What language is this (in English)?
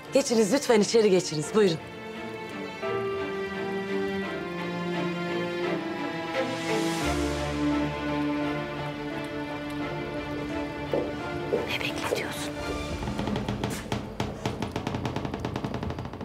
Turkish